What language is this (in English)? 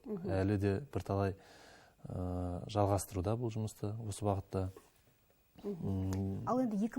Kazakh